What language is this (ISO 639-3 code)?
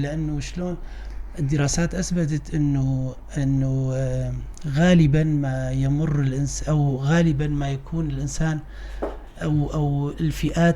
apc